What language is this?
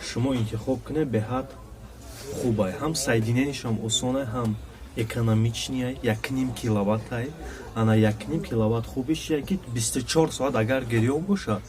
Tajik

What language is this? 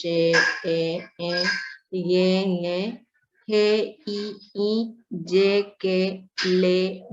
Guarani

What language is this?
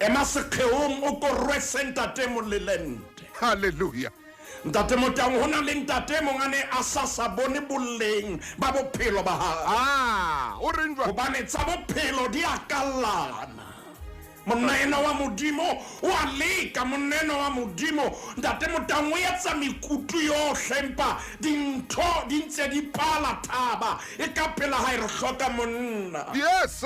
Southern Sotho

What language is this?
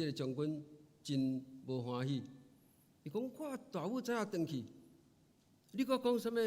Min Nan Chinese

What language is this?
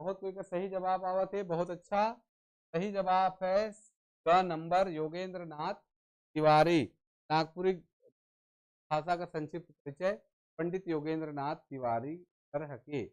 Sadri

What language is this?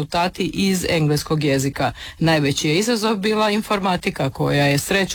Croatian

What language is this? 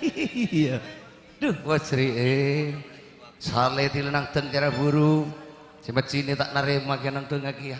Madurese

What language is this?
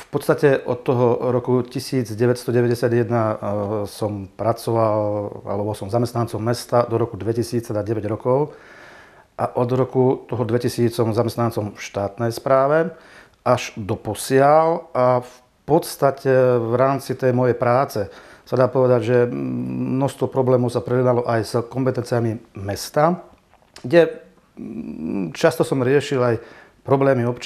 Slovak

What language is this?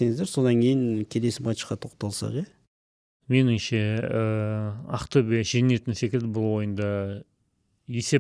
Kazakh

